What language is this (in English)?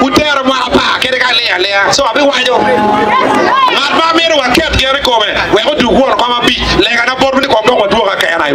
Acoli